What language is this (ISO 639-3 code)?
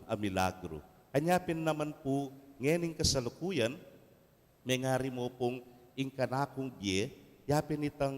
pam